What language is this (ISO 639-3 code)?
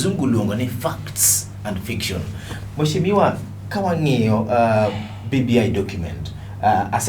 luo